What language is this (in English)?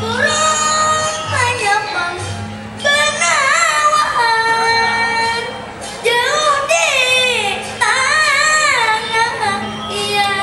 Banjar